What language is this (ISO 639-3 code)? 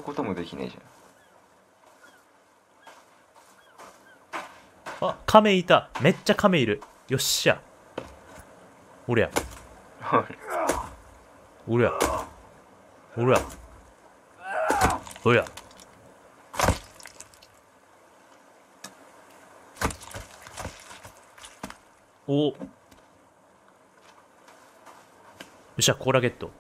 jpn